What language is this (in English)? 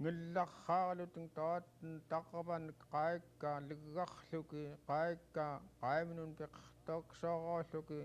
Central Yupik